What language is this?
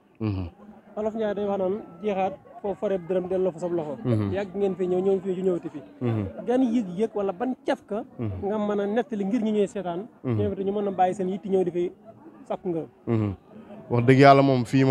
Wolof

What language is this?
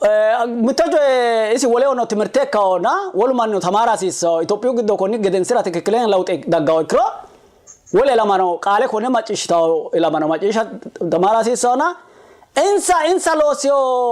Sidamo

